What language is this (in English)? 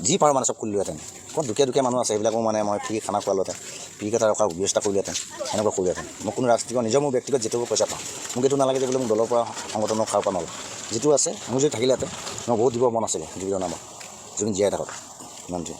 Assamese